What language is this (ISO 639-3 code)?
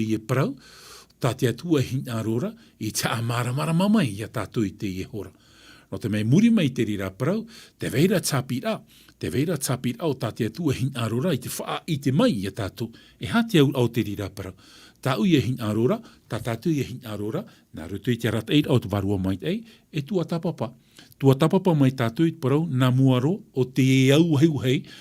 tah